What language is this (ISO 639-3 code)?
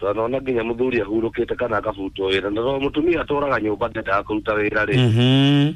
kik